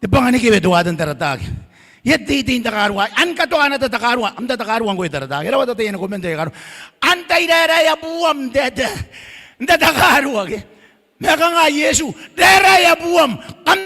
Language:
Gilbertese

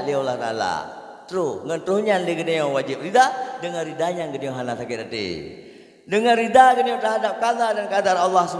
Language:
Achinese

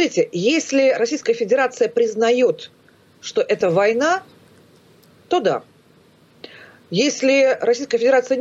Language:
Russian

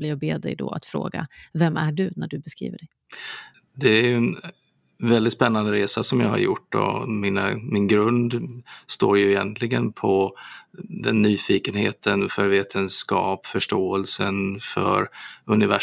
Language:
Swedish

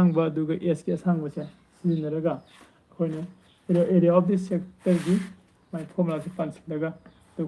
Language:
Manipuri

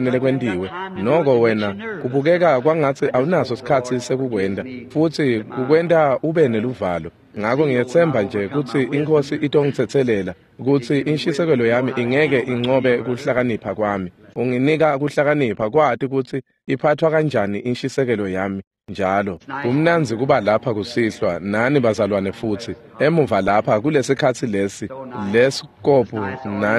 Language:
Swati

